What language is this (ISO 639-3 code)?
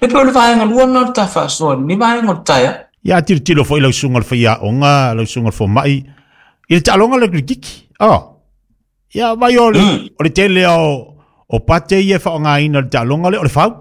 smo